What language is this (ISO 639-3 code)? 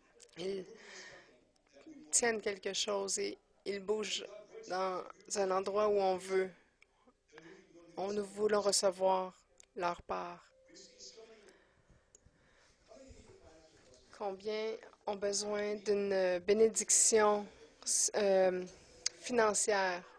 fra